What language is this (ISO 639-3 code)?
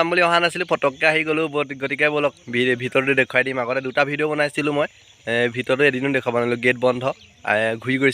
asm